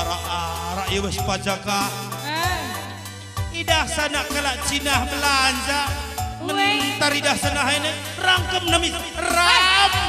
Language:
Batak Karo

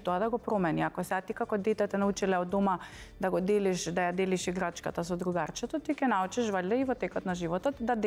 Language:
Macedonian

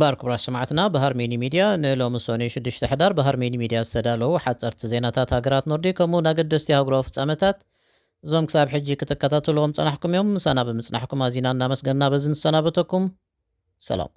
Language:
Tigrinya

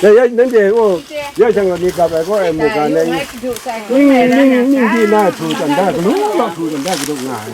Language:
Kachin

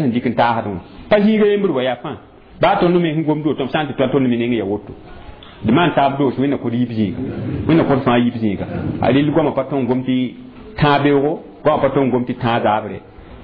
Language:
Mossi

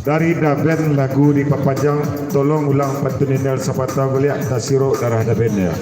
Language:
Minangkabau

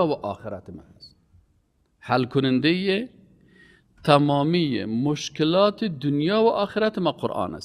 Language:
Persian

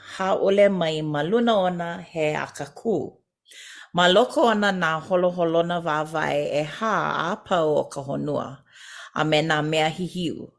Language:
Hawaiian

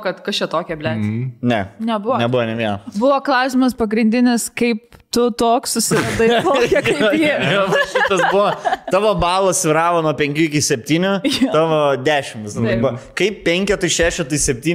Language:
Lithuanian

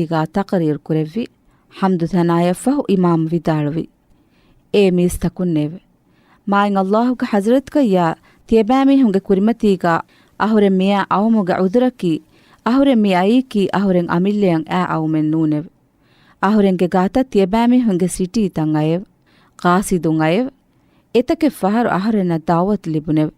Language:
Divehi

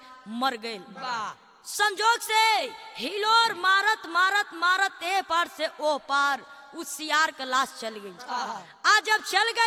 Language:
Bhojpuri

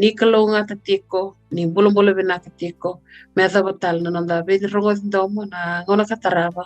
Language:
Fijian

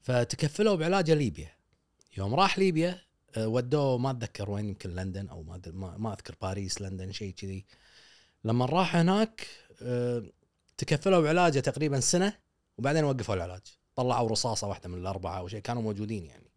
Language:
Gulf Arabic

